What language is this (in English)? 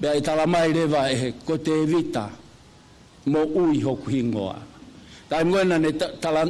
Tongan